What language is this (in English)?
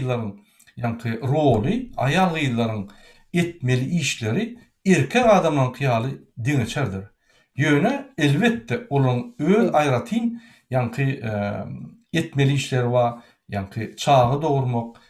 Turkmen